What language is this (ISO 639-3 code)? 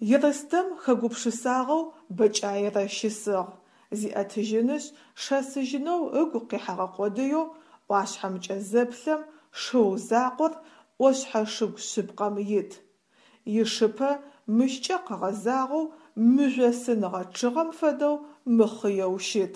ady